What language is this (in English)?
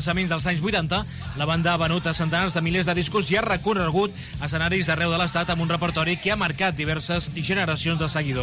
Catalan